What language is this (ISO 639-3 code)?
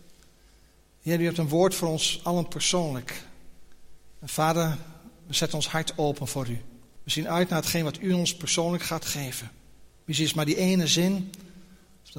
nld